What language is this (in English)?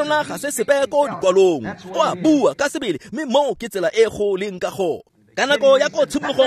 Tswana